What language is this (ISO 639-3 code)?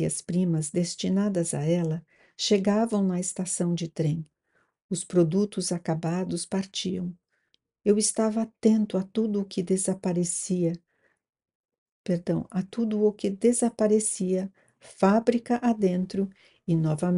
por